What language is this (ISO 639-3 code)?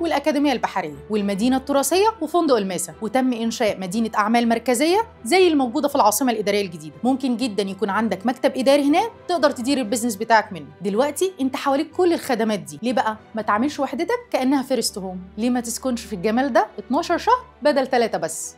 arz